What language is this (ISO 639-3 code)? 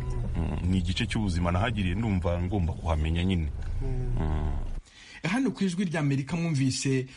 kin